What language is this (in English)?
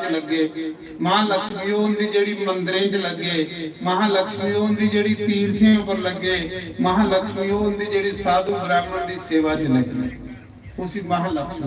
Dogri